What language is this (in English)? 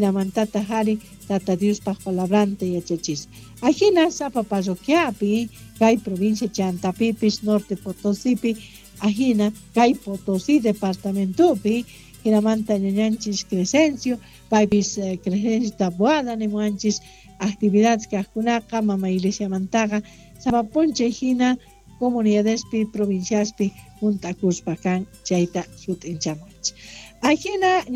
Quechua